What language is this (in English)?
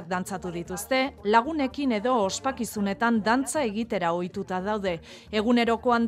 Basque